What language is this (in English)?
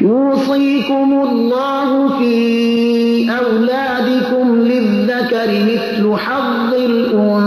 Persian